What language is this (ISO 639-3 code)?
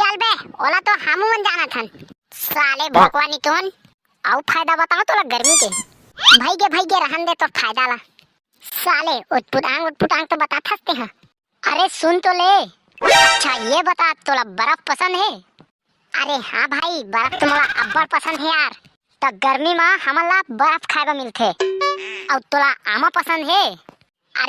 hne